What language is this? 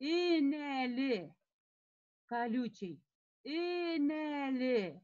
Bashkir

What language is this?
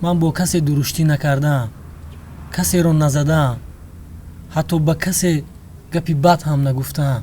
Tajik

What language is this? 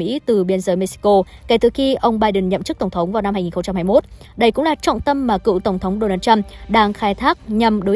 Vietnamese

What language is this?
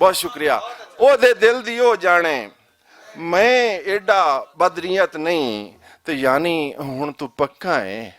Western Panjabi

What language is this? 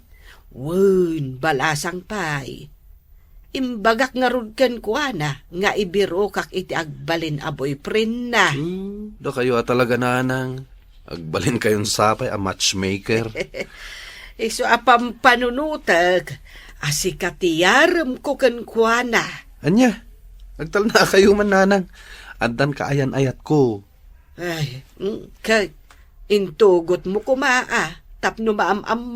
Iloko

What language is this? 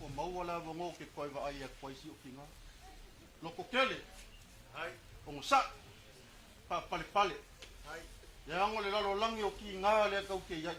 Samoan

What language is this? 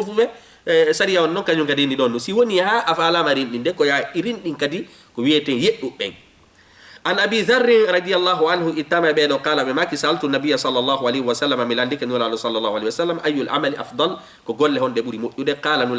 Fula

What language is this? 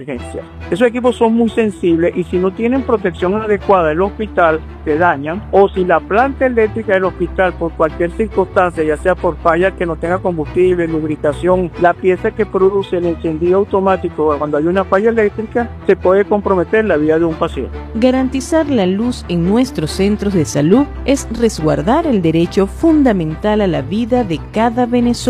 Spanish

